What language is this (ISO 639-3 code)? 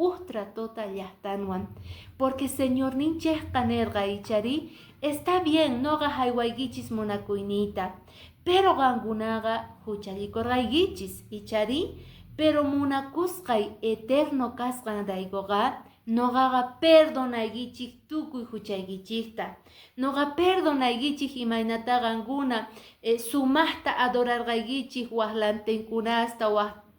que